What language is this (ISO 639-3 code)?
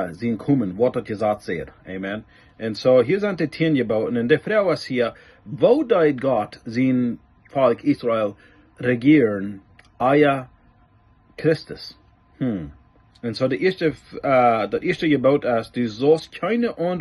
pdt